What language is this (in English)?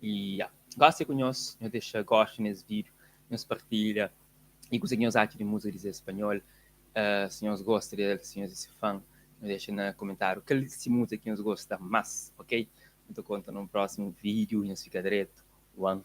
Kabuverdianu